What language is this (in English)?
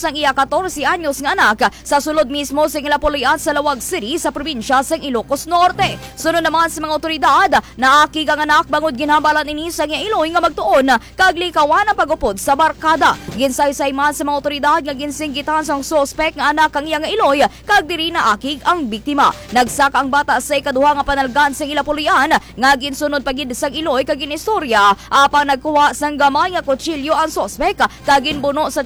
Hiligaynon